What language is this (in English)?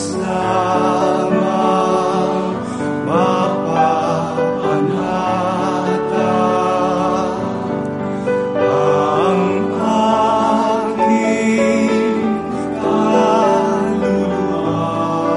Filipino